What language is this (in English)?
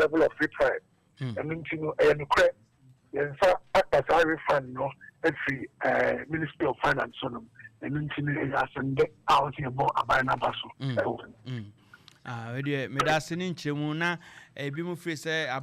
Akan